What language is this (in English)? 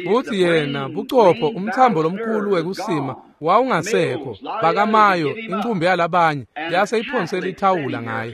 Swati